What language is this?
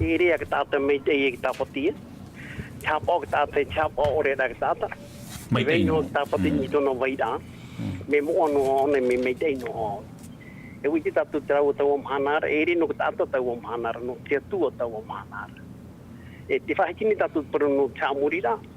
Tahitian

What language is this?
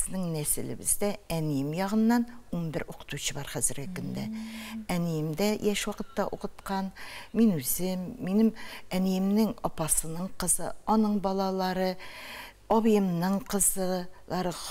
Tatar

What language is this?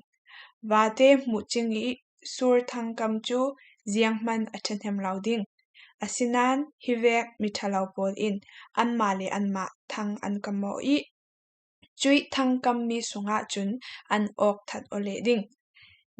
Falam Chin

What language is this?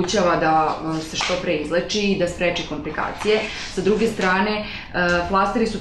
Serbian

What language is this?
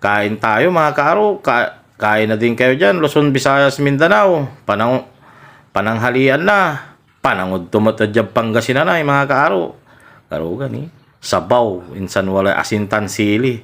Pangasinan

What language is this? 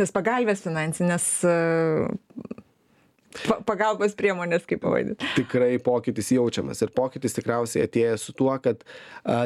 Lithuanian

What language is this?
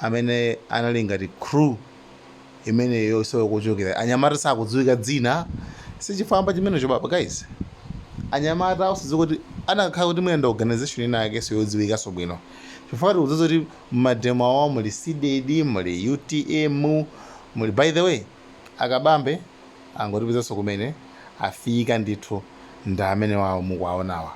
Nyanja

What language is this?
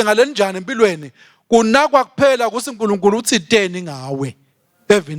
Swati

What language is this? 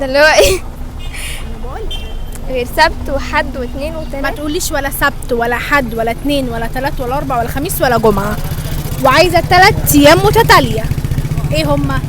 Egyptian Arabic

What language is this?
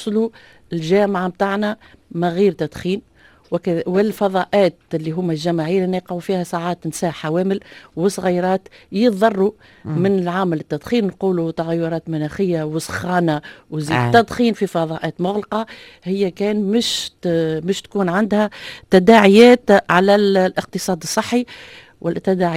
Tunisian Arabic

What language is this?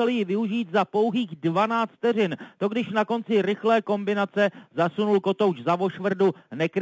Czech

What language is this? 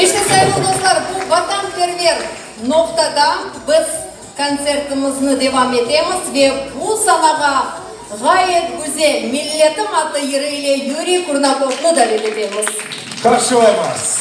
Crimean Tatar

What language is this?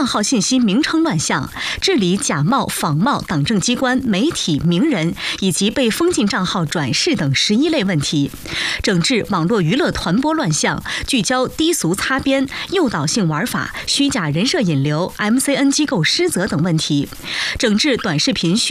Chinese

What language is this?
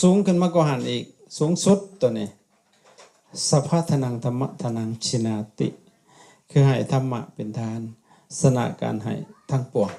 Lao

